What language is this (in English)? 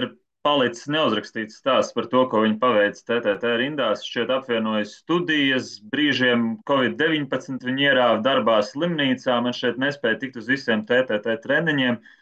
Latvian